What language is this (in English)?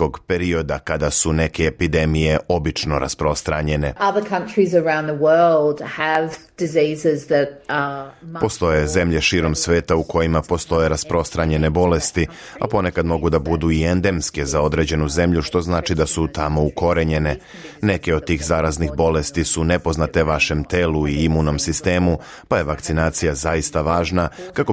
Serbian